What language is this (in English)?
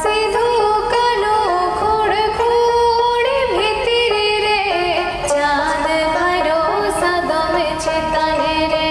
Santali